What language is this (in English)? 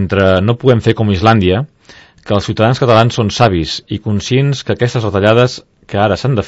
Catalan